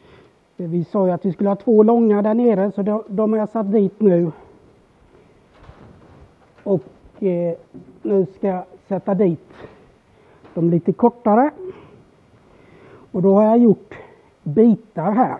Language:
Swedish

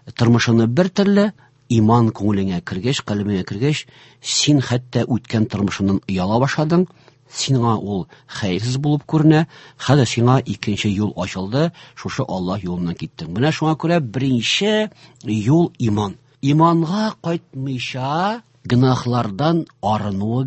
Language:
Tatar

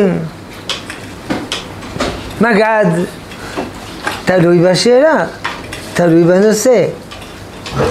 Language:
Hebrew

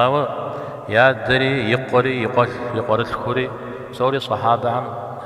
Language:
Kabardian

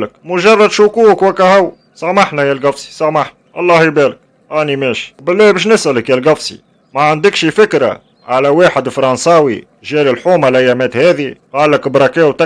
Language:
Tunisian Arabic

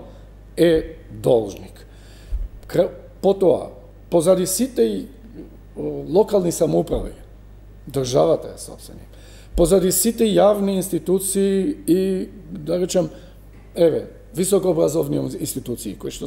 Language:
Macedonian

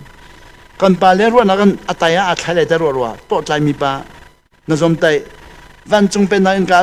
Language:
Hakha Chin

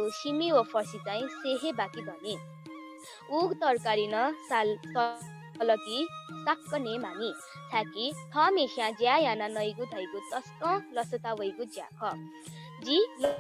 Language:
Newari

